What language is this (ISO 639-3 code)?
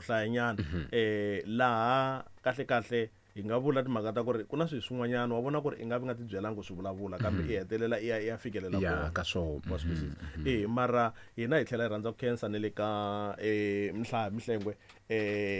tso